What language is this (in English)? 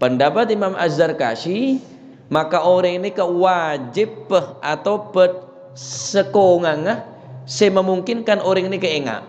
Madurese